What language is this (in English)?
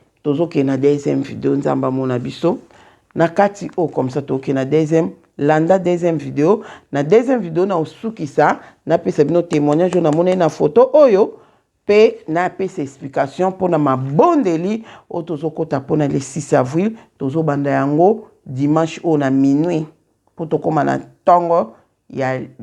Lingala